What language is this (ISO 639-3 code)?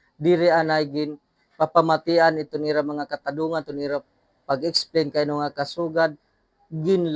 war